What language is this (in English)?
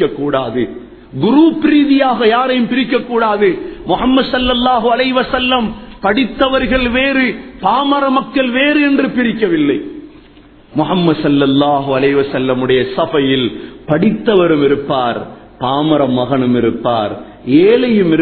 Tamil